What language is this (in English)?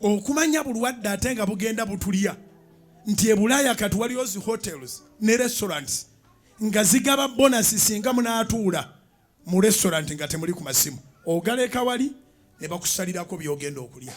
Ganda